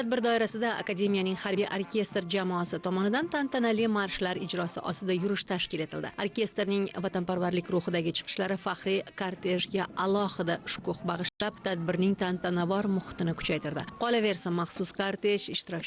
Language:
Uzbek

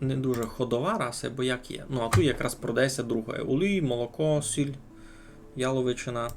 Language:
Rusyn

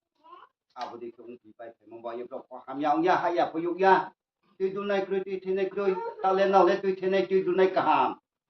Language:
Riang (India)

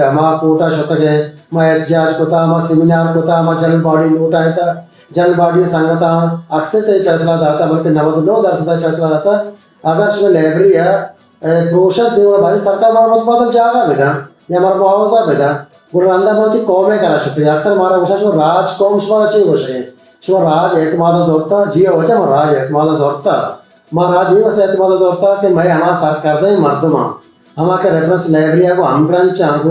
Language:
Baluchi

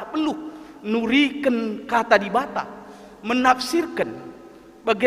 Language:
Batak Karo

